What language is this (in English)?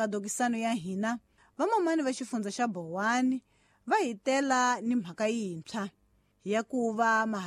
Tsonga